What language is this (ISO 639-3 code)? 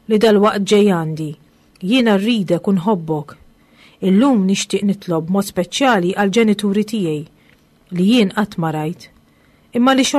mlt